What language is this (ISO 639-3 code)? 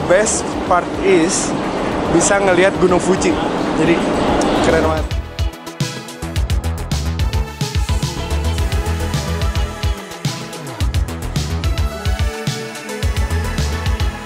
ind